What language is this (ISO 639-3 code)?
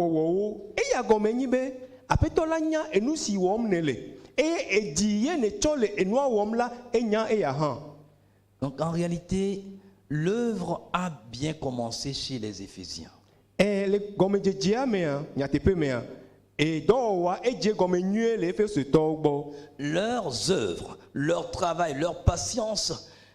ewe